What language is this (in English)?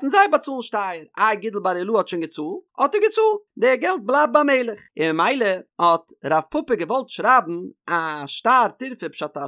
Yiddish